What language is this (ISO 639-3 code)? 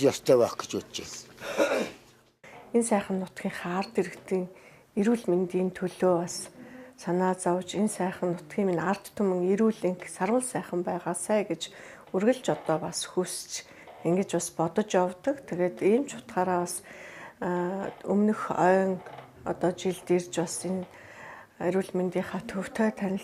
mon